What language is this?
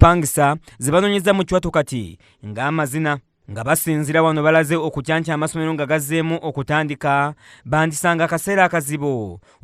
Ganda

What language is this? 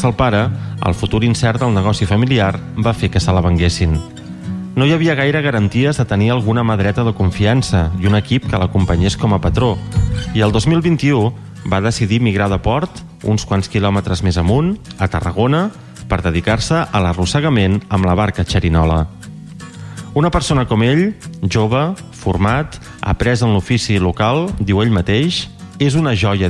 Catalan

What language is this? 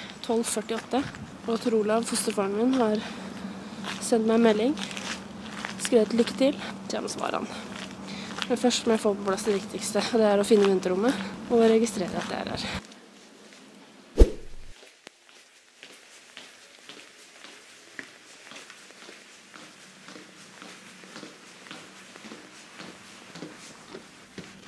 Norwegian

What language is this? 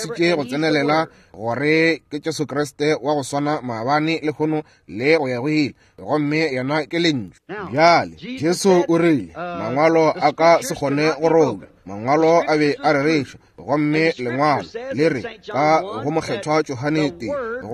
Northern Sotho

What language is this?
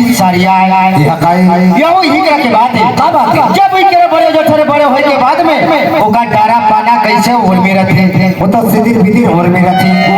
Chhattisgarhi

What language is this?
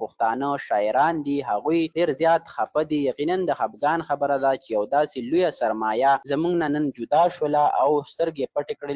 Pashto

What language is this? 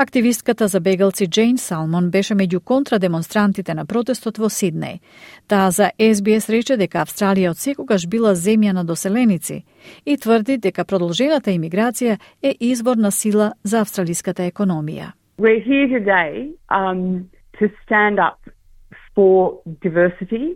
Macedonian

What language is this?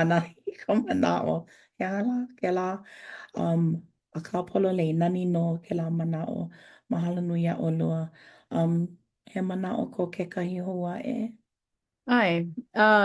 Hawaiian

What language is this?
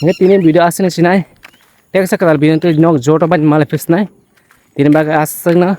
Kok Borok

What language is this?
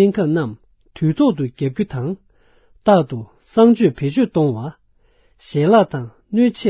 Tibetan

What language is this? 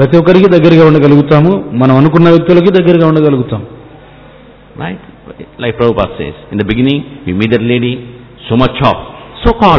Telugu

